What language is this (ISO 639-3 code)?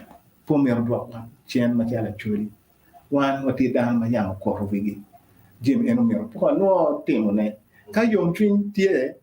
ach